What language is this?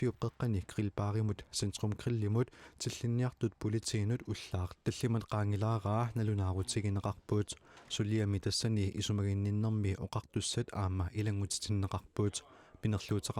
Kalaallisut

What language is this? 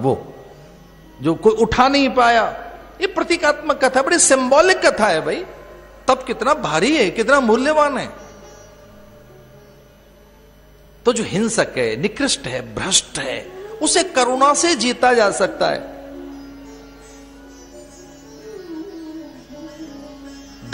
Hindi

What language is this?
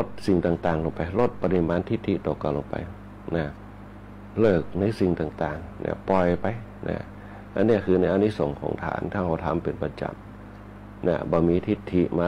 Thai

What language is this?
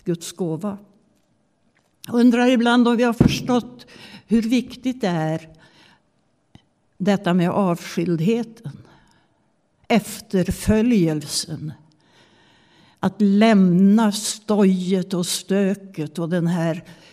Swedish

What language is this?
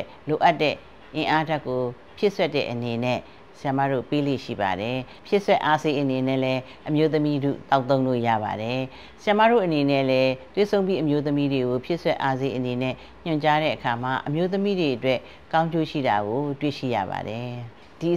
Burmese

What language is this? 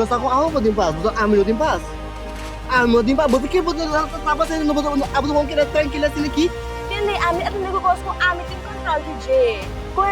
Papiamento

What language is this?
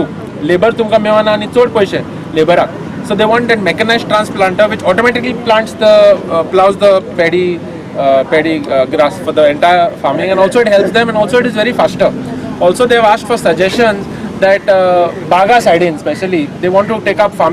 Konkani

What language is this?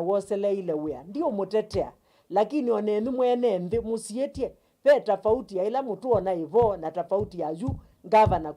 Kamba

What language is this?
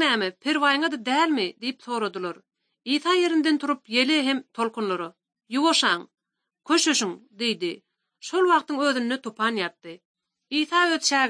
Turkmen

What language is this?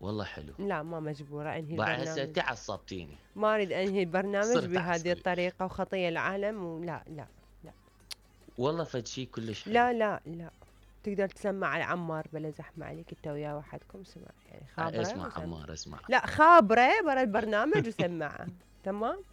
Mesopotamian Arabic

